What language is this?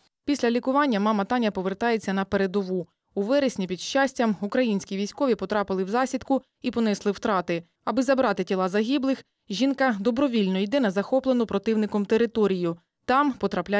Ukrainian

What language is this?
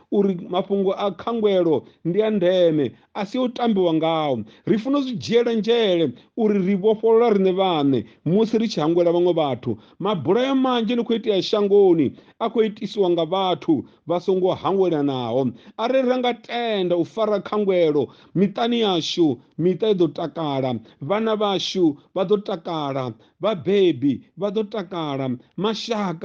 Venda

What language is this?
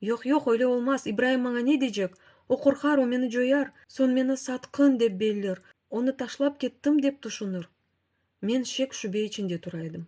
Crimean Tatar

